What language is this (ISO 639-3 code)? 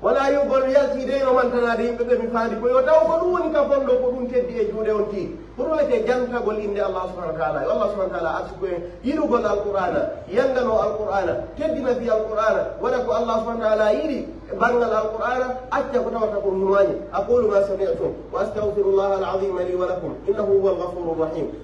fuf